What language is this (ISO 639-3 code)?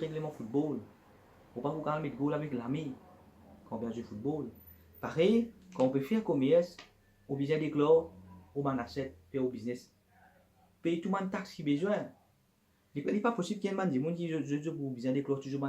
mfe